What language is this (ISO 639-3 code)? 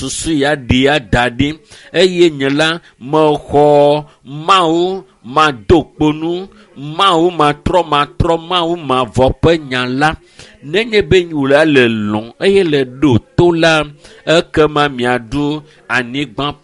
ewe